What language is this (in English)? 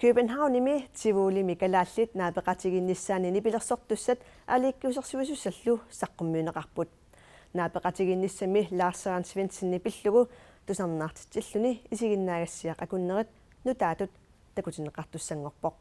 Kalaallisut